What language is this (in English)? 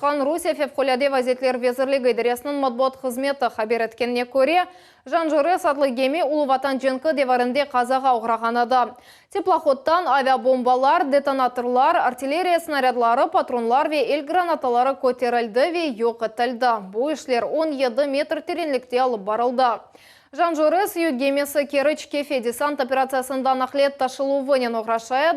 Crimean Tatar